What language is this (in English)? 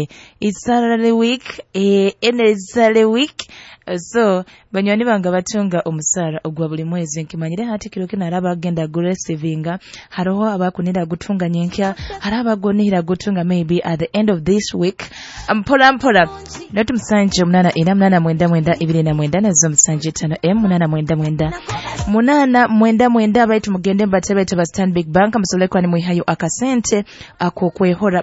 Nyoro